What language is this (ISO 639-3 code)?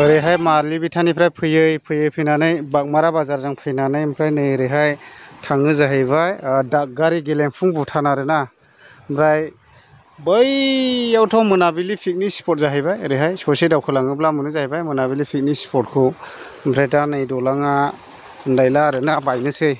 brx